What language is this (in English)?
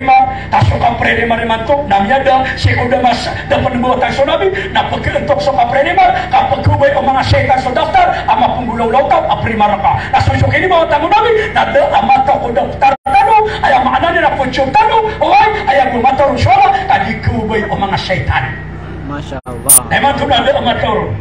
Maranao